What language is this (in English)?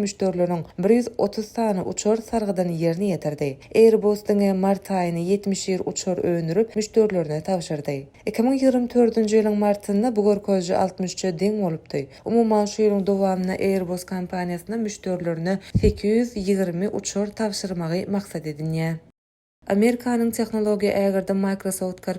Turkmen